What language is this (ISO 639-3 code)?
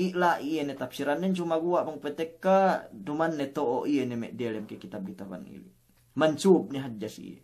yka